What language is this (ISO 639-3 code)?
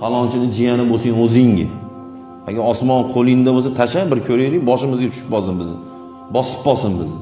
uzb